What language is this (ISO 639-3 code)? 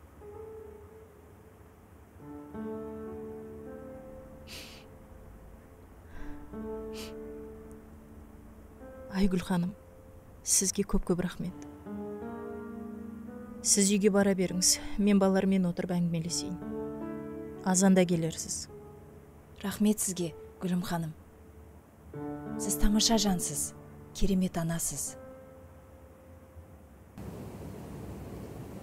kaz